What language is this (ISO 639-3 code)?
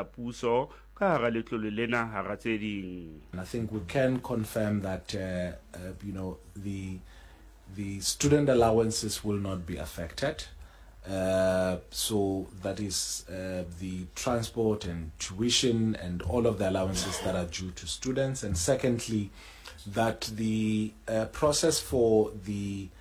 sot